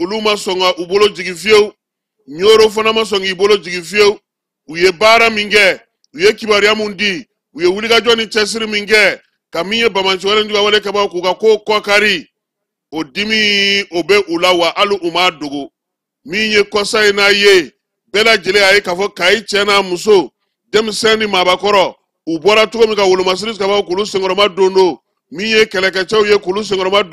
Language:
Bambara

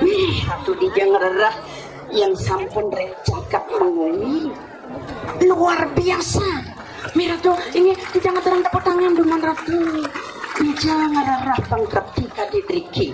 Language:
Balinese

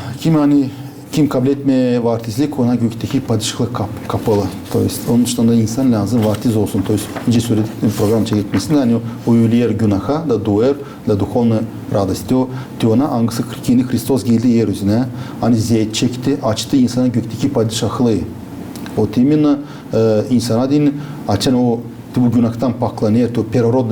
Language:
Gagauz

